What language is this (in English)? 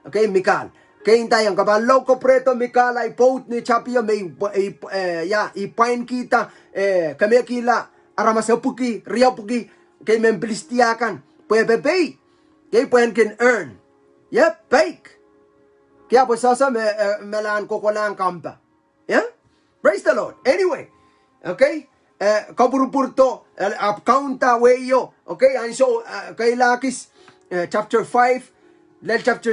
Pohnpeian